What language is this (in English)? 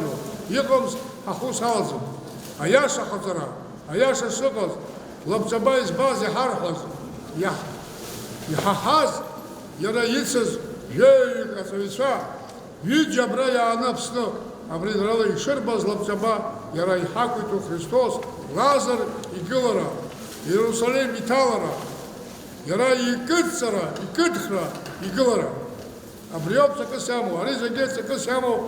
Abkhazian